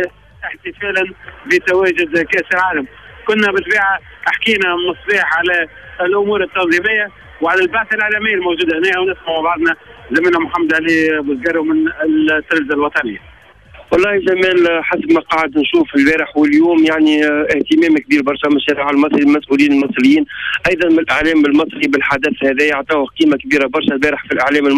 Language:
Tunisian Arabic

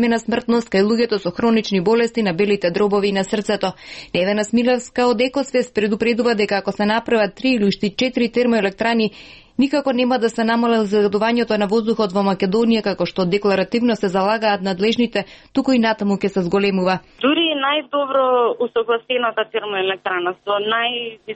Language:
Macedonian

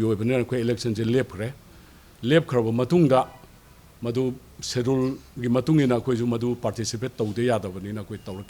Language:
Manipuri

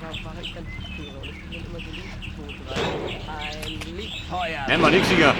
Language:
Bavarian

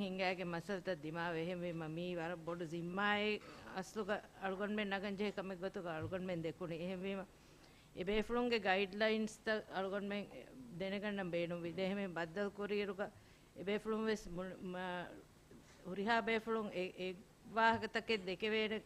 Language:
Divehi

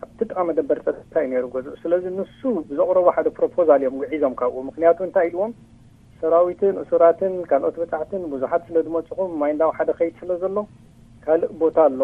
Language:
Tigrinya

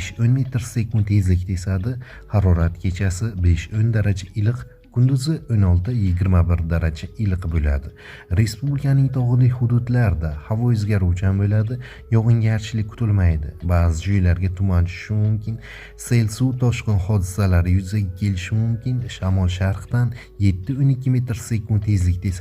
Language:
Uzbek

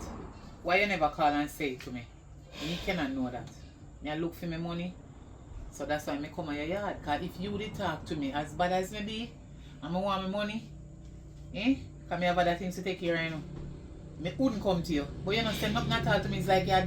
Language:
Jamaican Creole English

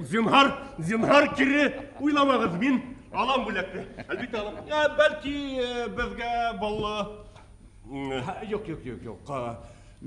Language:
Bashkir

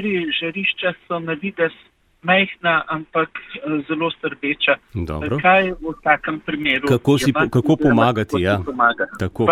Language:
Slovenian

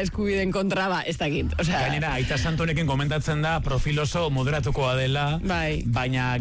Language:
Basque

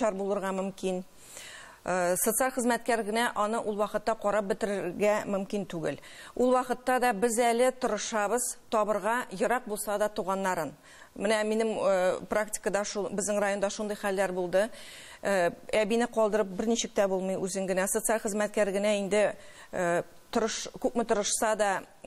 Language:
Tatar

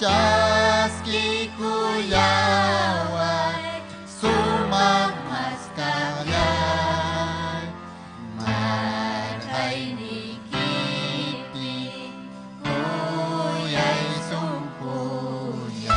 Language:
Ayacucho Quechua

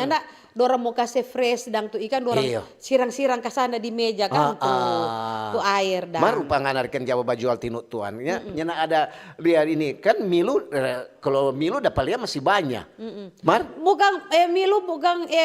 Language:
Manado Malay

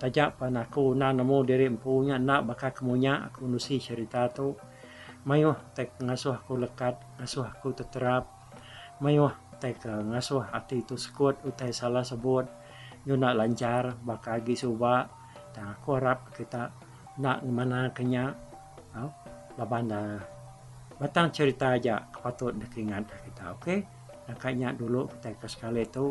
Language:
Iban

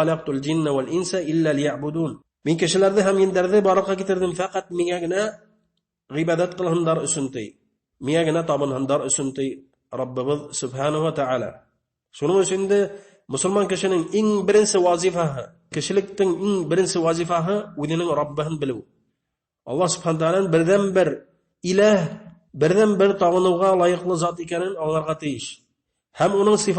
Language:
Bashkir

